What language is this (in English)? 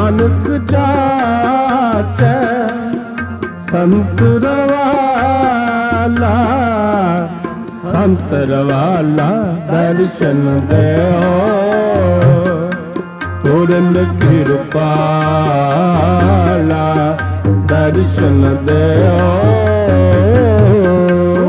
Punjabi